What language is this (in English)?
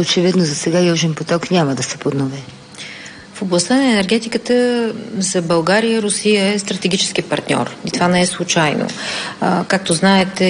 Bulgarian